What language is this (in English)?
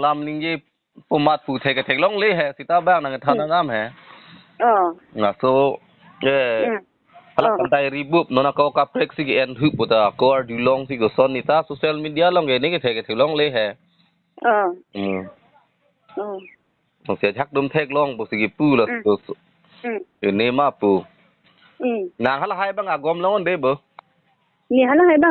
Karbi